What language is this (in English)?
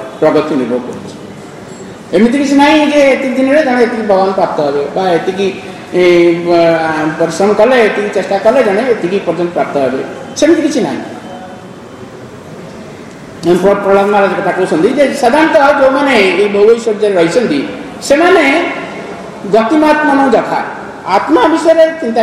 Odia